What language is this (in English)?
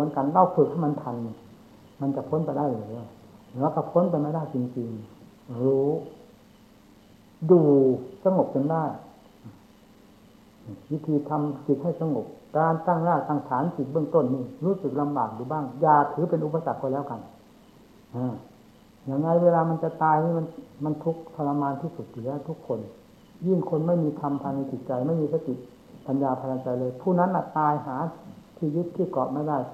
Thai